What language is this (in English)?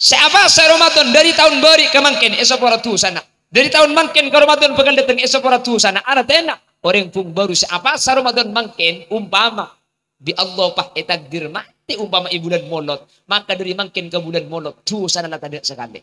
Madurese